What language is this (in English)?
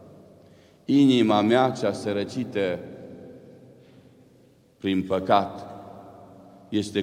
Romanian